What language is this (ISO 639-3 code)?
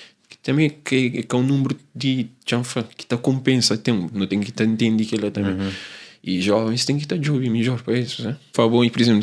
kea